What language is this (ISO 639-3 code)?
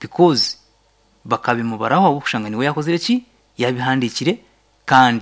nyn